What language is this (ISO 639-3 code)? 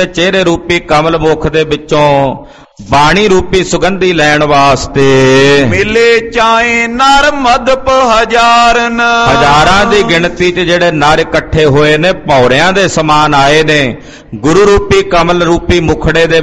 pan